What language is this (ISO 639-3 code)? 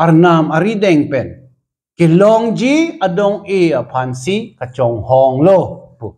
mjw